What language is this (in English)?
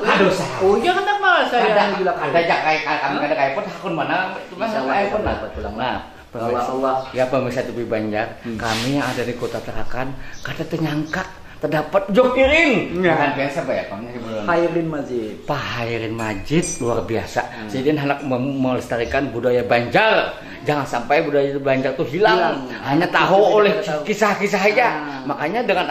Banjar